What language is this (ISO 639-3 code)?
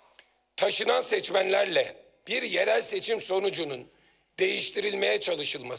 tur